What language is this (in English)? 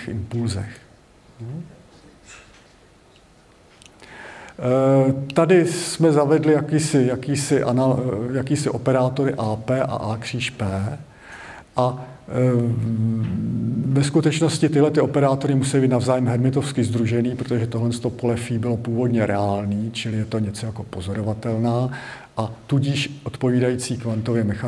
Czech